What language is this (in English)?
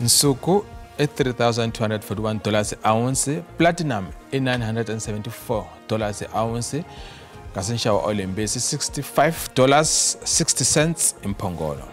Tsonga